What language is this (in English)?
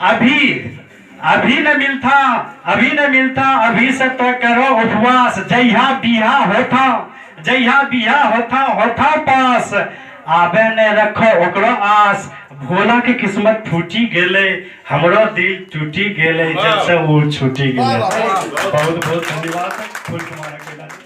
Angika